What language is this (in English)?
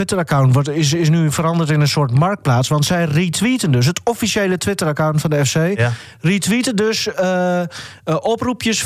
Dutch